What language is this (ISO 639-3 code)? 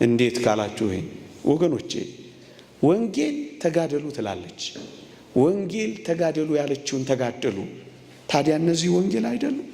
amh